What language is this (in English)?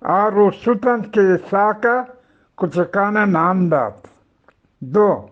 Eastern Balochi